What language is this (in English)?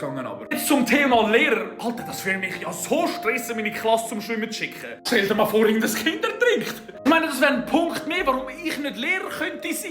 Swiss German